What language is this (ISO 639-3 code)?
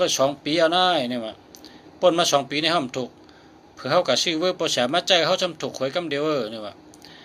shn